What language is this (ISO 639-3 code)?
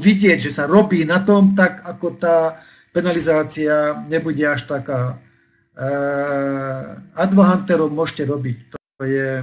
slk